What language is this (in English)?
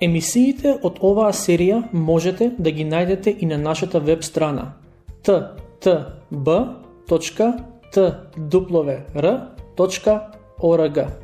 Macedonian